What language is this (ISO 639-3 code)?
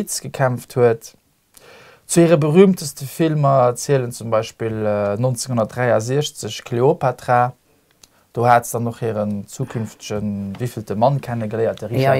ltz